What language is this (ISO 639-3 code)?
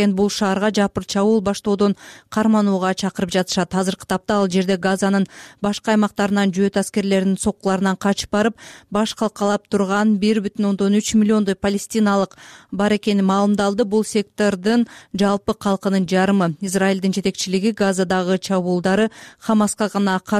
kir